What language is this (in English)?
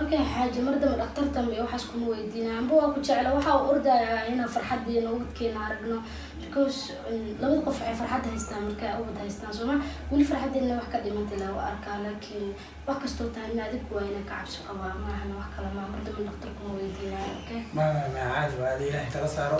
Somali